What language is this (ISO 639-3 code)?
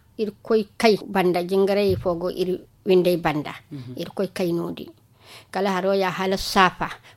dje